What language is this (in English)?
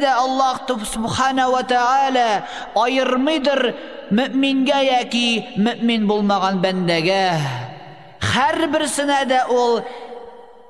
Tatar